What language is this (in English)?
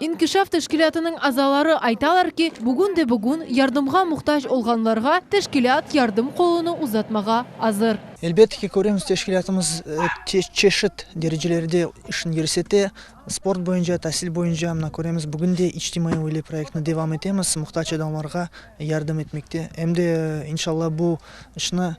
Crimean Tatar